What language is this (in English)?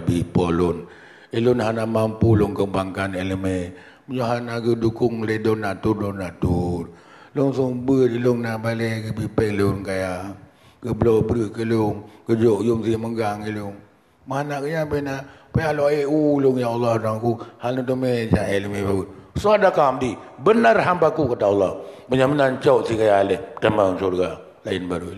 Achinese